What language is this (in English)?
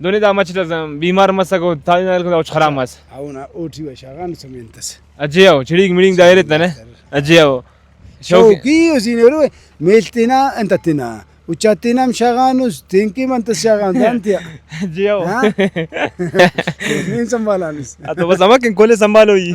Brahui